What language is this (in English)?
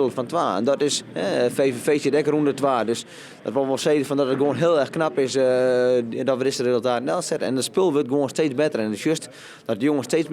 Western Frisian